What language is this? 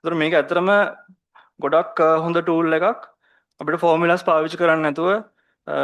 Sinhala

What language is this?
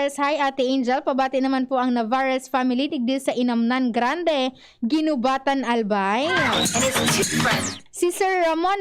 Bikol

